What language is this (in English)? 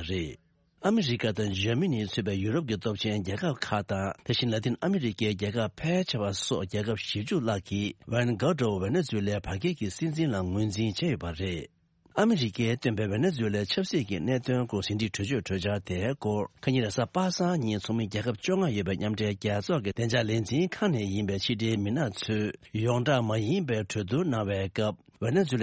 Tibetan